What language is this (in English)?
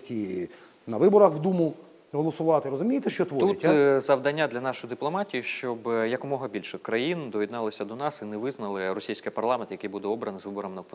Ukrainian